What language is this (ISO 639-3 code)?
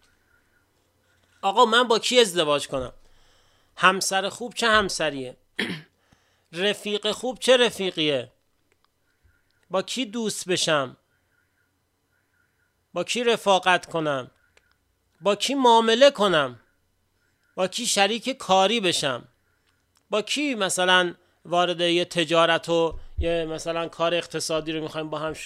fas